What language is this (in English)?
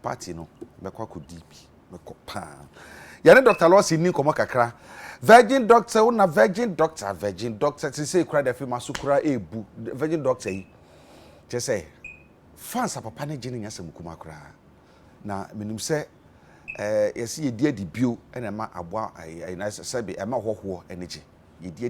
Akan